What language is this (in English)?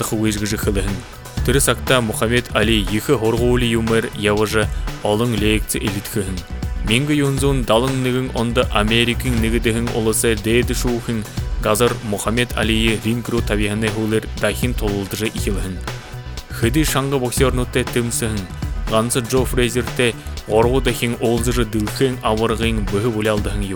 Buriat